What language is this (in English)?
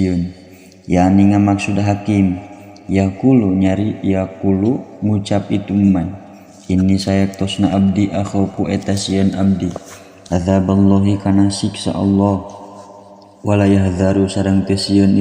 Sundanese